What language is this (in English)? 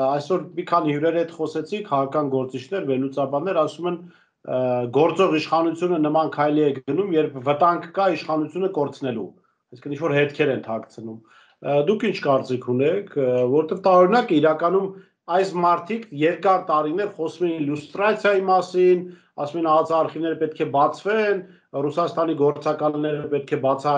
Armenian